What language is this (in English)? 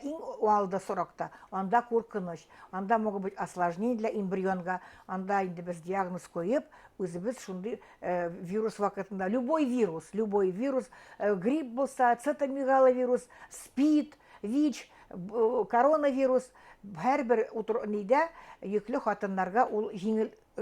Bashkir